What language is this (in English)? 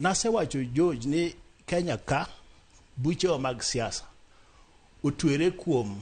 Luo (Kenya and Tanzania)